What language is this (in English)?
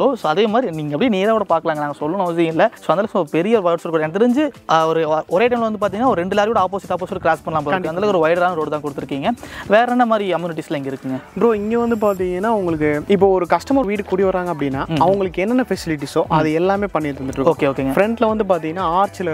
Tamil